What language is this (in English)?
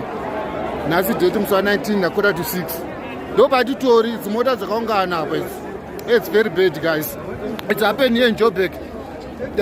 Shona